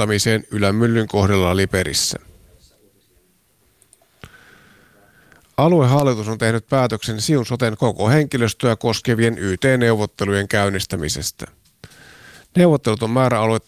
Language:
Finnish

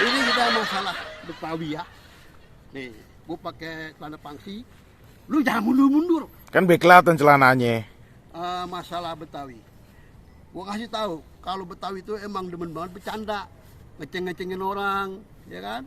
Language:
Betawi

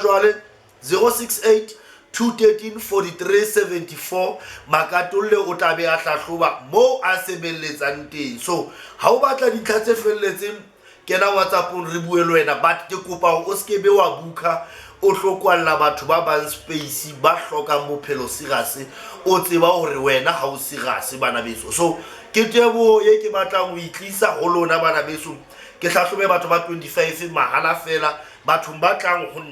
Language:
Southern Sotho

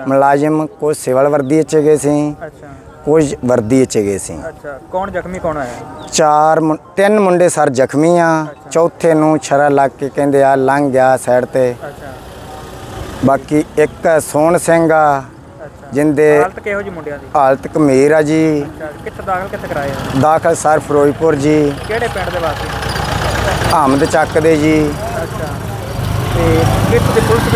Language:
Punjabi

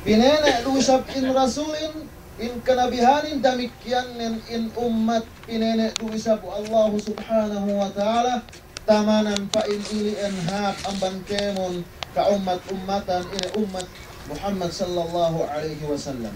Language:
Yakan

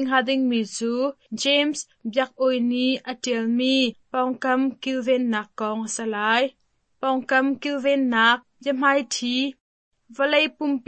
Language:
Hakha Chin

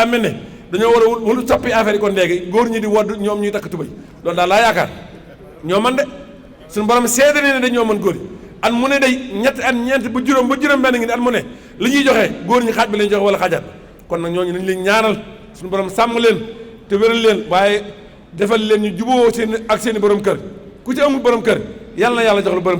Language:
Wolof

